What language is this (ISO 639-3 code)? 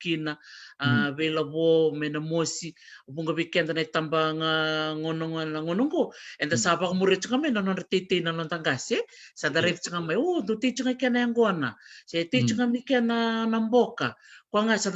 fij